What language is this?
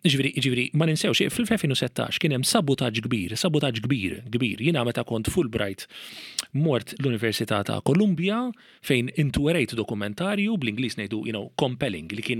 Maltese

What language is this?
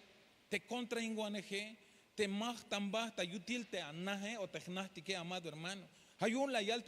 Tzeltal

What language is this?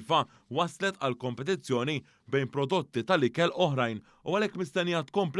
Maltese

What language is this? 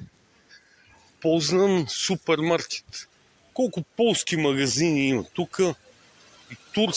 Bulgarian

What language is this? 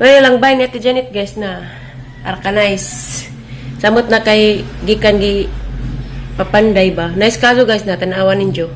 Cebuano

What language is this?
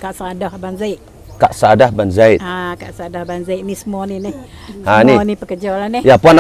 Malay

